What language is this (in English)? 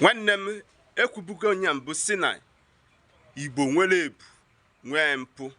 Igbo